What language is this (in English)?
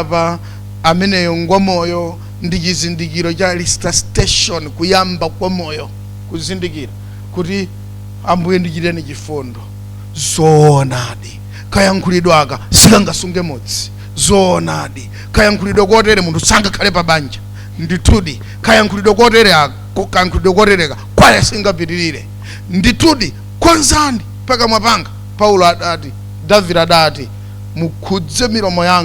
Nyanja